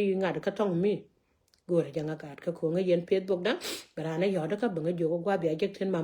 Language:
Nuer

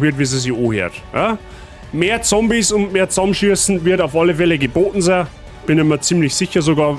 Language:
Bavarian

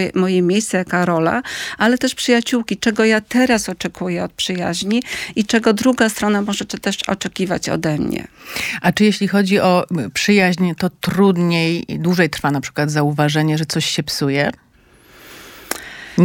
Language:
Polish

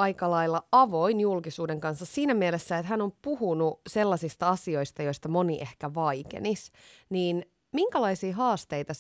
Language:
Finnish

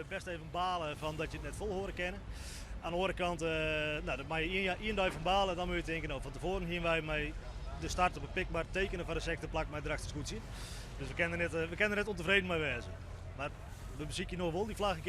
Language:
Western Frisian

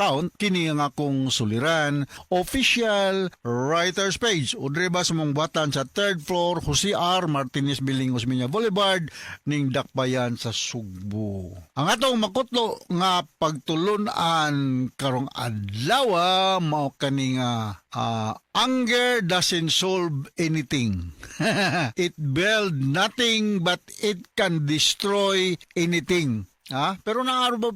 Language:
Cebuano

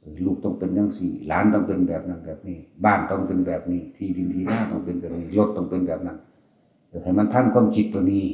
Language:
Northeastern Thai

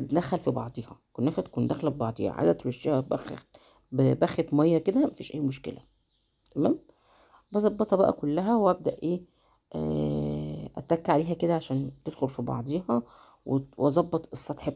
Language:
Egyptian Arabic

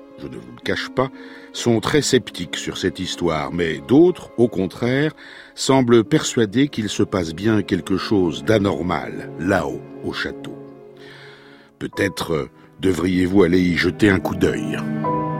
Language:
French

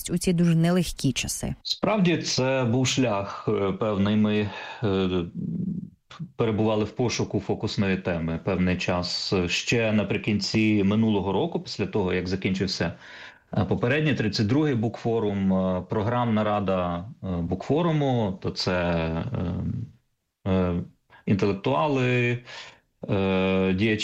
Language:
Ukrainian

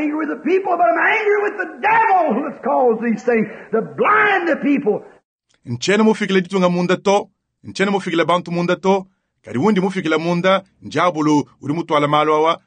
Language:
Luba-Lulua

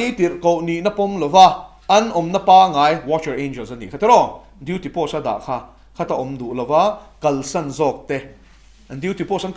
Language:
Mizo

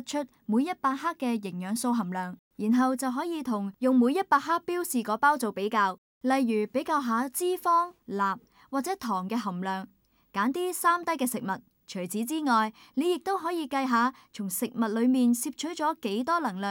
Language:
Cantonese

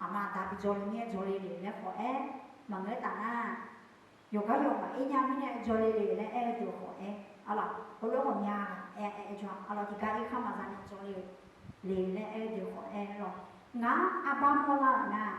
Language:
Akha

